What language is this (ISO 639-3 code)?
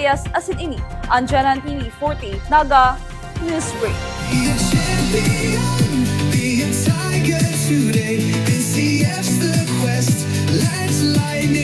bik